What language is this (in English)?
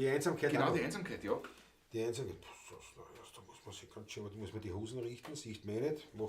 Bavarian